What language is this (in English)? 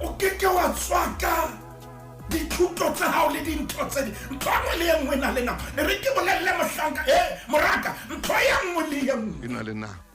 Southern Sotho